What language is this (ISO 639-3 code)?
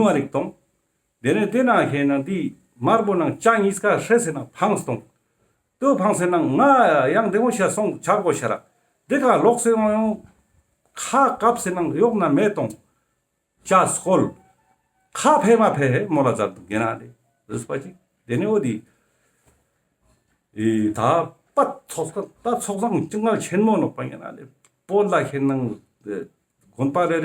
lbj